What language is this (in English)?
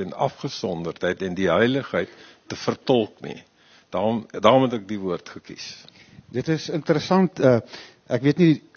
Afrikaans